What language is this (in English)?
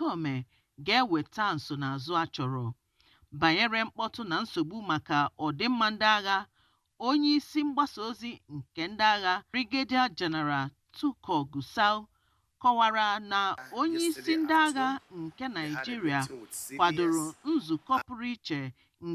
Igbo